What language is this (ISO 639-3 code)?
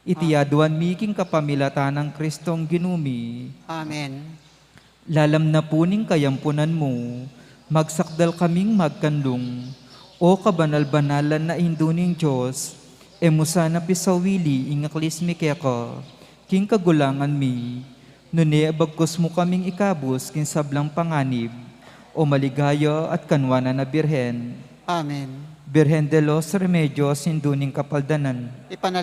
pam